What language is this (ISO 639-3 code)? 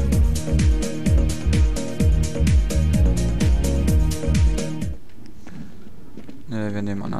deu